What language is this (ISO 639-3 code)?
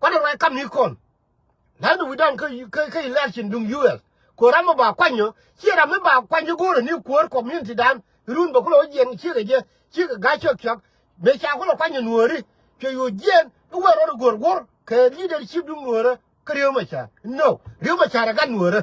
nus